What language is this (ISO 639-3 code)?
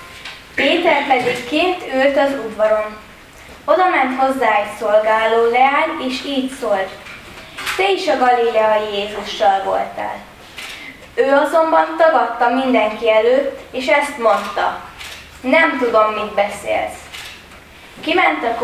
hun